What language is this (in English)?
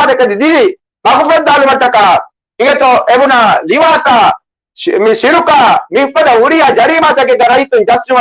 Divehi